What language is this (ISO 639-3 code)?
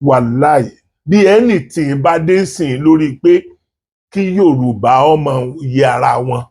yor